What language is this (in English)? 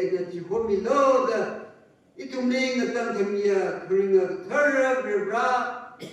Tangkhul Naga (India)